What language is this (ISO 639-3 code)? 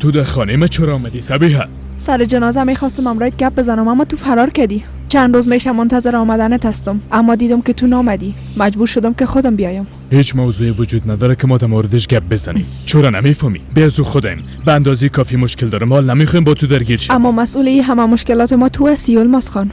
fas